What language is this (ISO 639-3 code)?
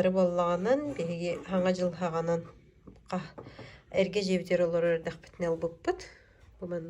sah